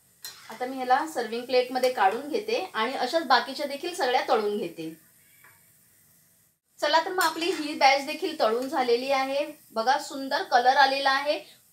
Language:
Marathi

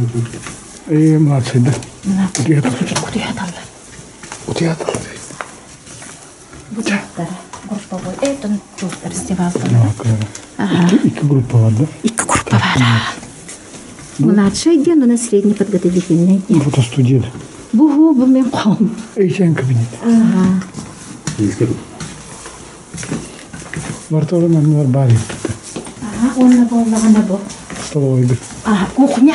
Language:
Yakut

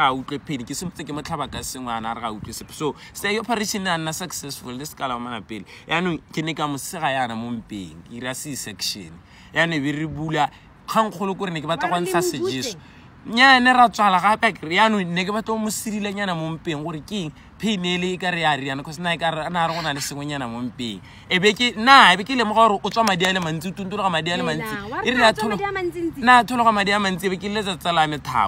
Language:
Tswana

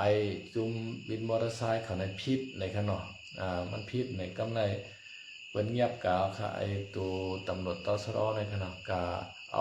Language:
Shan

